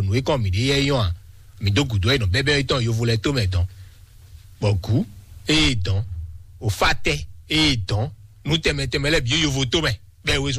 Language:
Fon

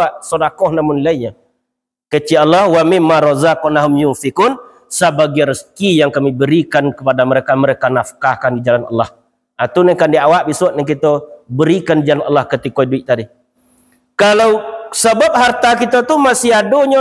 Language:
Minangkabau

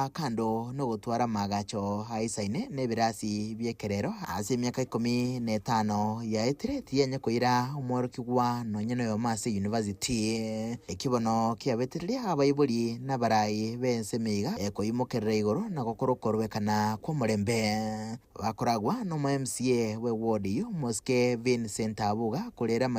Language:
Gusii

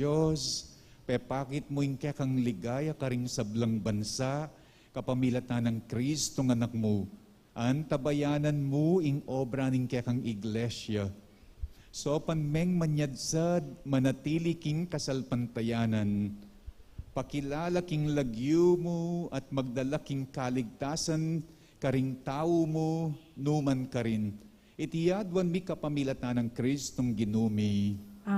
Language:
Pampanga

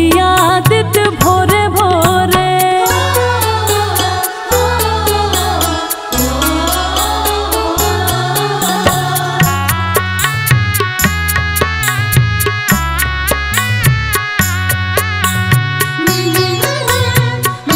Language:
Bhojpuri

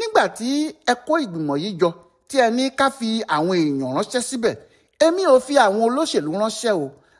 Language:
Yoruba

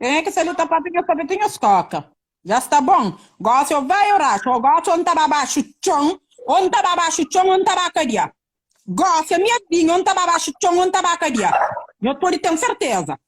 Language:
Kabuverdianu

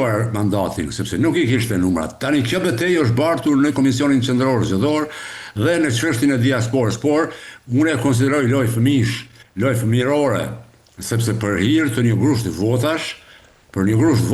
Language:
Albanian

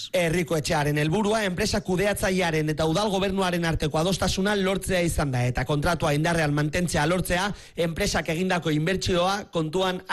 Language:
Basque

